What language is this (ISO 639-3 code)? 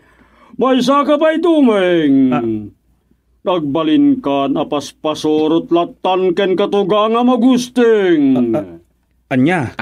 ilo